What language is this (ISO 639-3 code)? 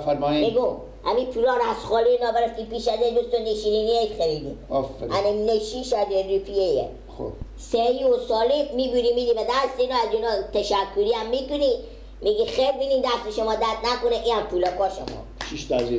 fas